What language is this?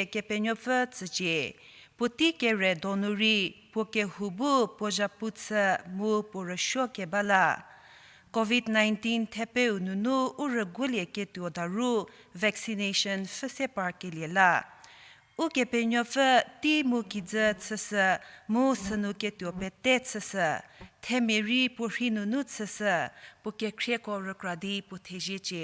Angami Naga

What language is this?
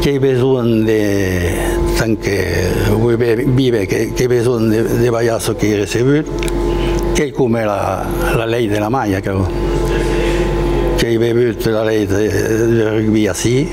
Occitan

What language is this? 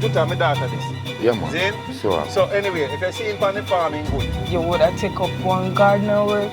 Jamaican Creole English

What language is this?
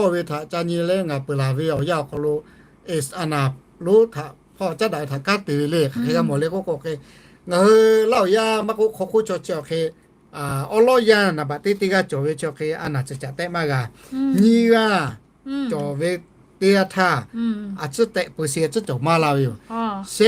Lahu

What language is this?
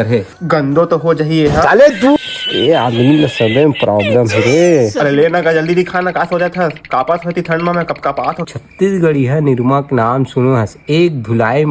Chhattisgarhi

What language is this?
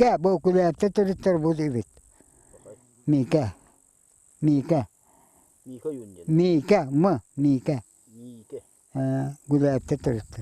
Yakut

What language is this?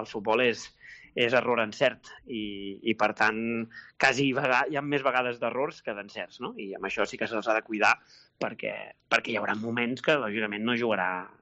Catalan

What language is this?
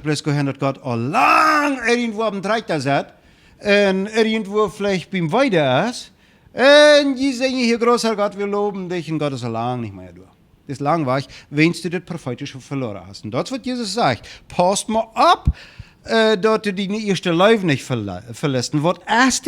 Plautdietsch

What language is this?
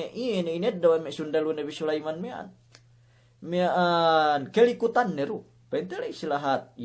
Yakan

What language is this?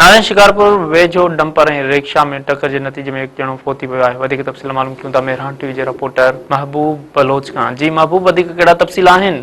Sindhi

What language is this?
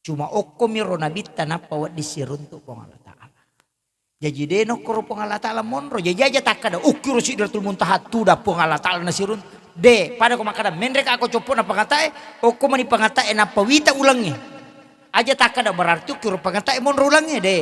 Buginese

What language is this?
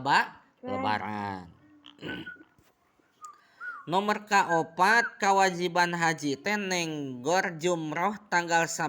Sundanese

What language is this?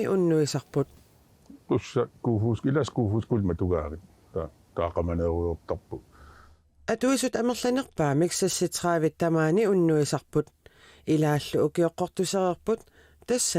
Kalaallisut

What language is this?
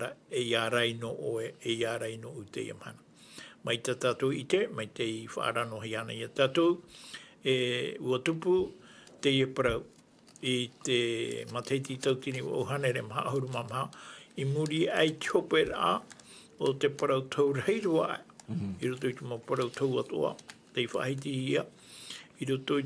Tahitian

